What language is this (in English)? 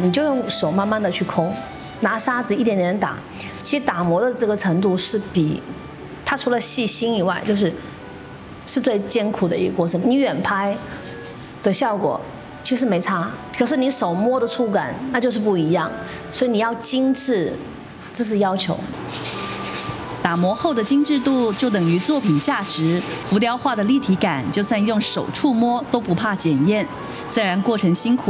Chinese